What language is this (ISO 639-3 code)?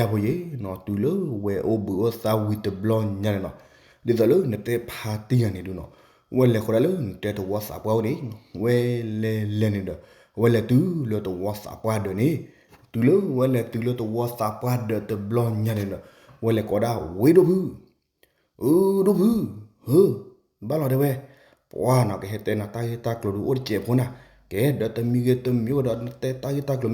ksw